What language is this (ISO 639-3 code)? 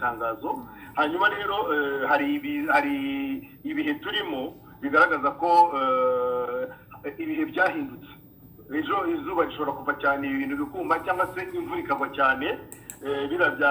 kin